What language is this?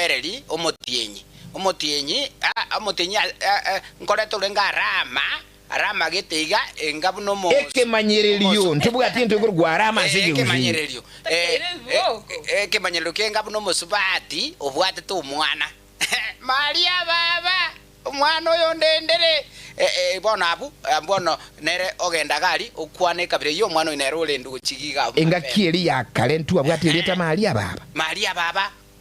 Gusii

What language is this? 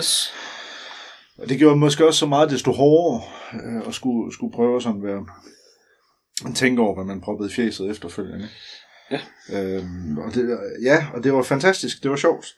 Danish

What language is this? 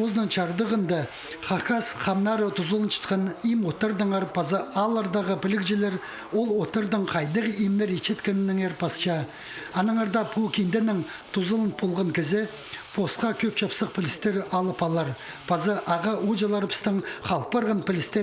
Khakas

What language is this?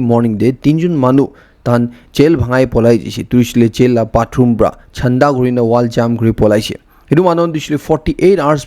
Naga Pidgin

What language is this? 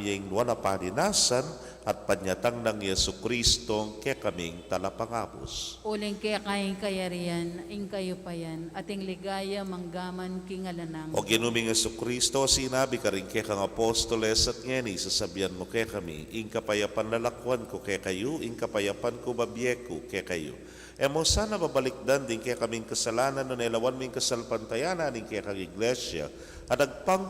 Pampanga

